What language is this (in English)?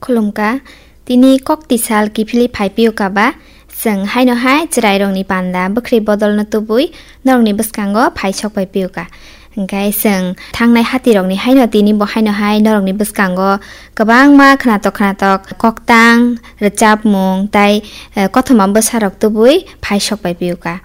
Kok Borok